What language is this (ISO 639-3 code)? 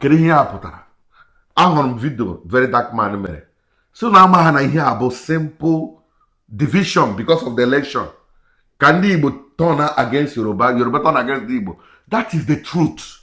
ibo